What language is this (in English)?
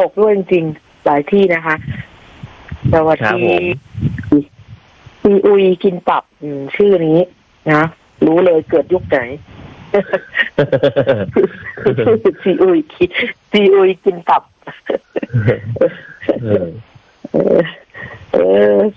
Thai